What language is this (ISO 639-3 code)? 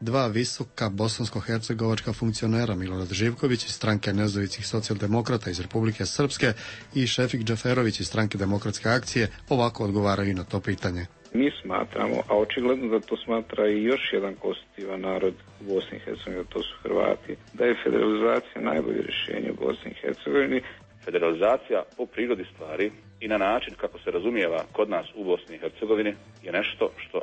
bos